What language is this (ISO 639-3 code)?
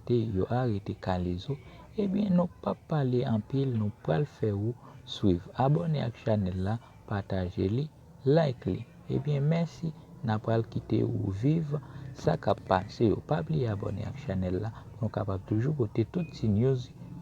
hat